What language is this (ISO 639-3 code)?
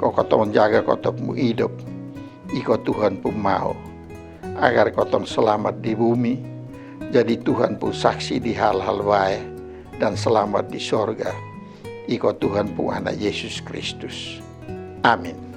mkn